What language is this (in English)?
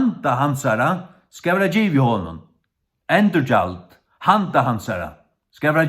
Faroese